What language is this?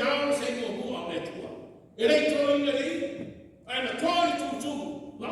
Samoan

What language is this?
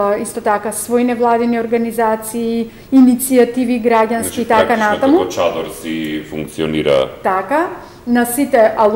Macedonian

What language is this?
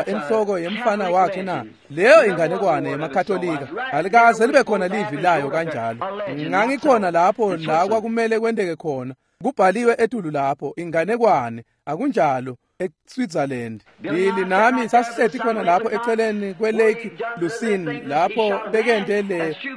Swati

